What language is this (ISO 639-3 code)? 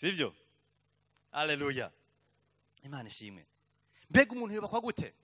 run